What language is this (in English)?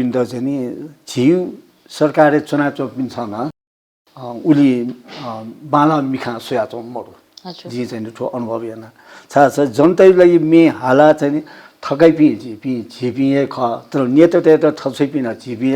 Newari